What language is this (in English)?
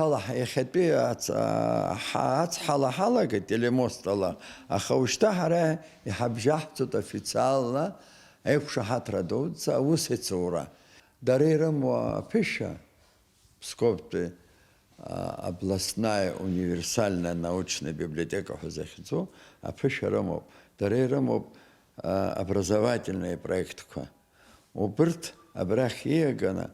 Abkhazian